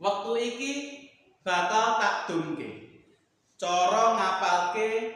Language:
Javanese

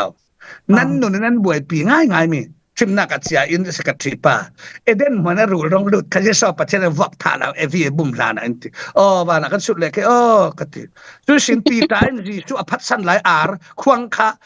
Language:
Falam Chin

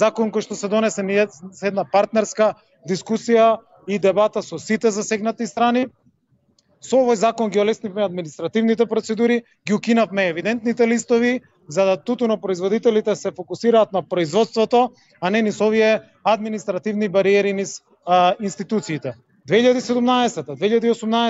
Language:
Macedonian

